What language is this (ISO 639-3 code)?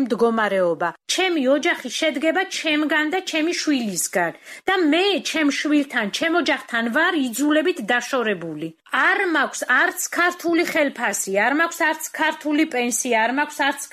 kat